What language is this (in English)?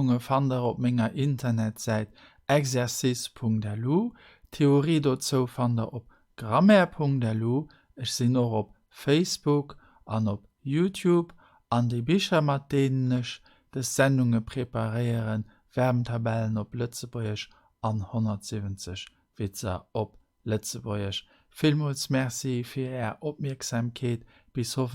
Luxembourgish